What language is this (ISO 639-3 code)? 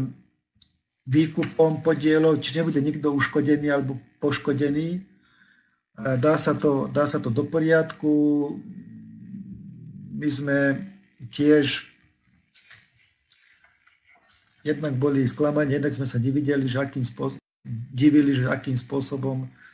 slk